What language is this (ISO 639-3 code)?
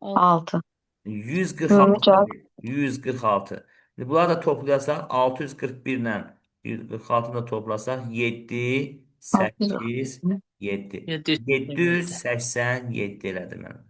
aze